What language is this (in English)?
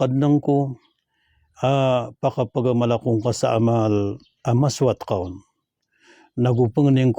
Maranao